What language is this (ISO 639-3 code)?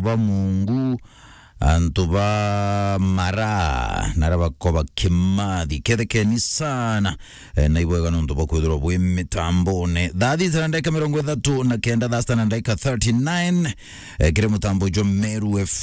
mer